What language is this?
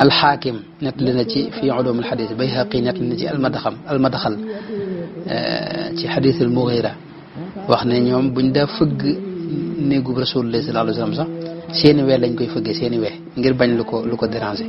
Wolof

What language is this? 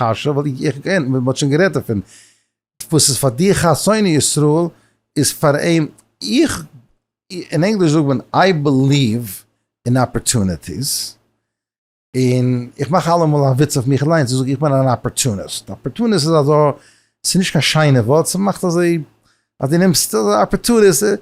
Yiddish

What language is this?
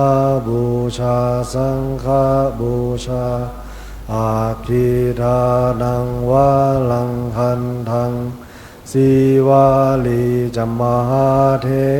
Pali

